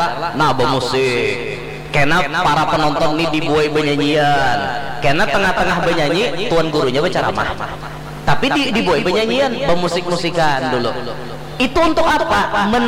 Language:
Banjar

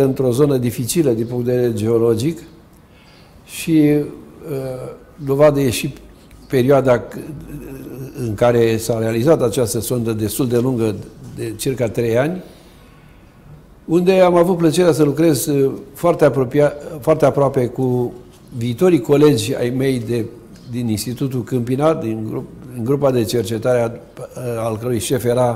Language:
Romanian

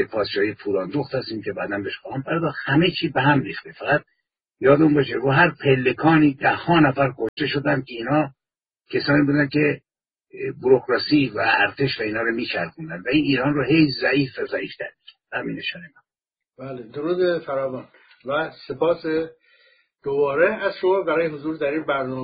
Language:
Persian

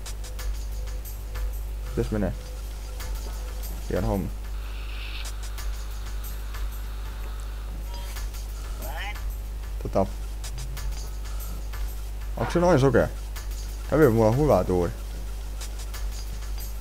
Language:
Finnish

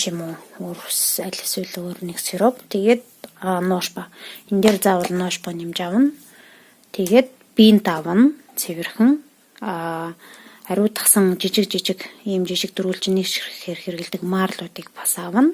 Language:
Mongolian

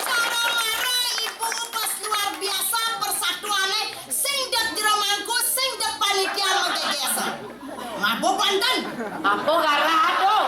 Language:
Balinese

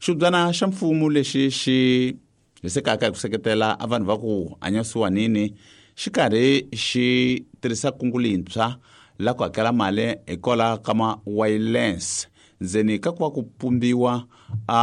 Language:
Tsonga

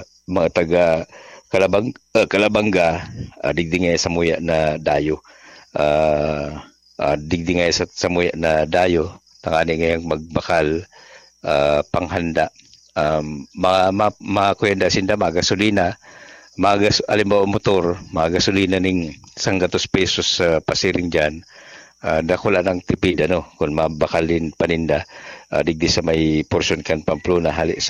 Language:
Bikol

